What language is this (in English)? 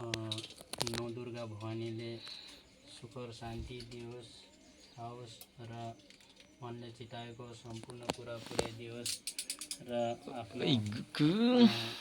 Nepali